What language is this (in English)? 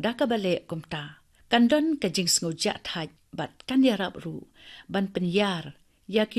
Khasi